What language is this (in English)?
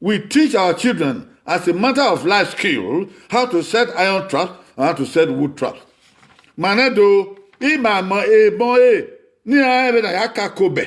Bini